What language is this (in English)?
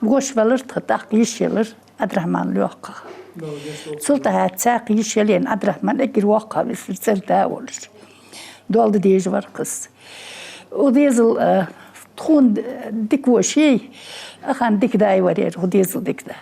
Ingush